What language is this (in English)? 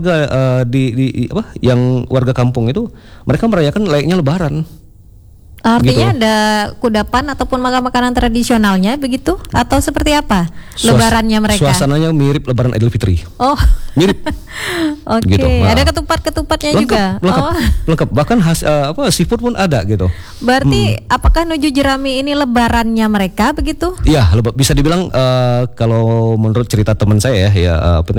Indonesian